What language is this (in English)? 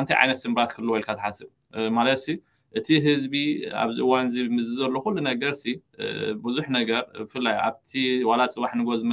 Tigrinya